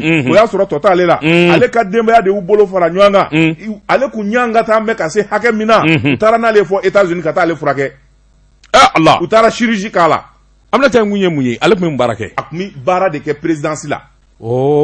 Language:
Bambara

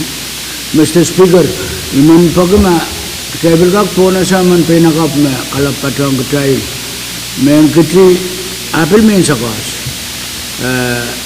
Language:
Pohnpeian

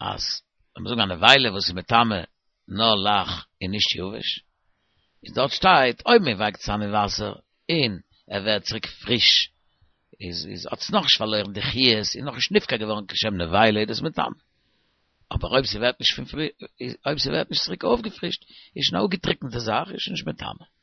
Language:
Yiddish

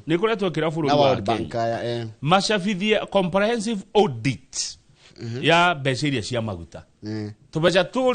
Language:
Kikuyu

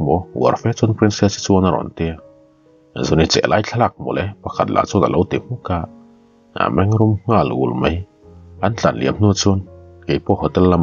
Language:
Mizo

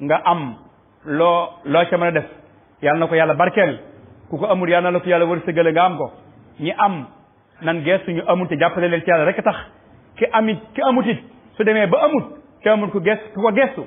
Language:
Wolof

